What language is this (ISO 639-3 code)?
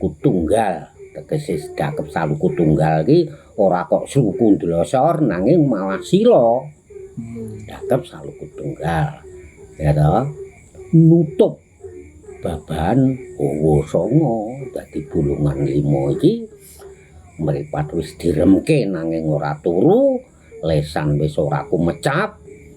jav